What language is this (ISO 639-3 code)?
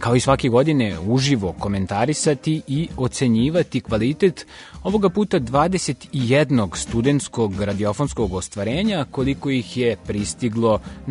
srp